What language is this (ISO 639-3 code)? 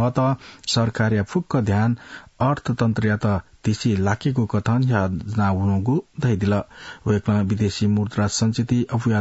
new